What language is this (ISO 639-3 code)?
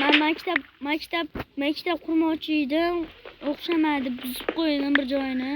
uzb